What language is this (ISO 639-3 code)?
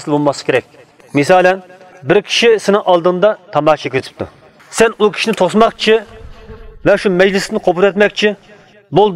uig